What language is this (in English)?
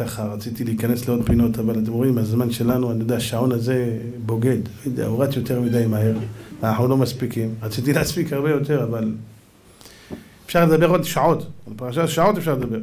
Hebrew